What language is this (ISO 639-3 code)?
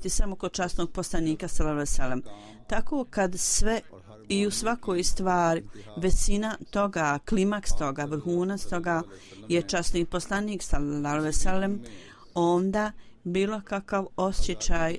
bos